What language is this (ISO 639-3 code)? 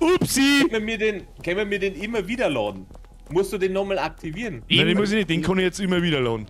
bar